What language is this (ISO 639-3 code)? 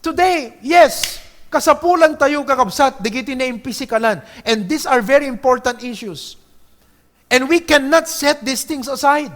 ilo